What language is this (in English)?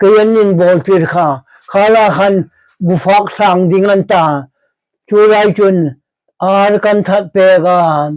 Hmar